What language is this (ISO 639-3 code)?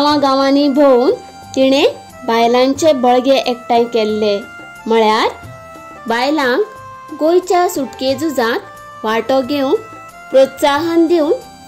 kok